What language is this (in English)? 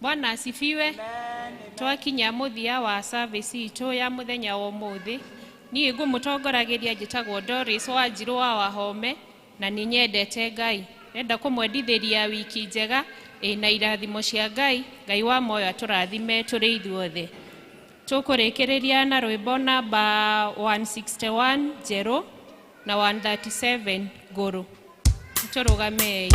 Kikuyu